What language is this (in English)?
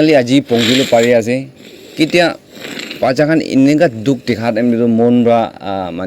Naga Pidgin